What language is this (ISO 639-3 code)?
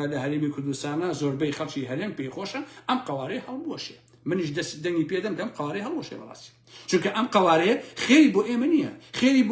ckb